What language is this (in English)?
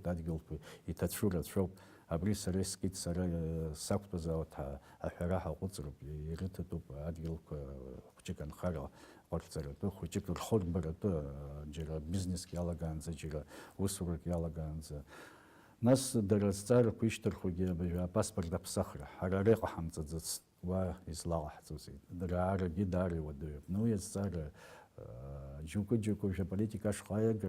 Abkhazian